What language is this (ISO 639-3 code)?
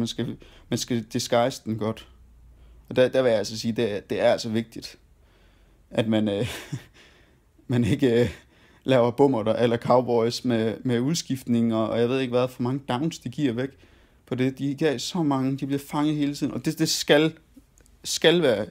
dan